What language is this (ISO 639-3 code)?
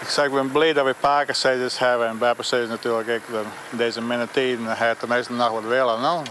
fry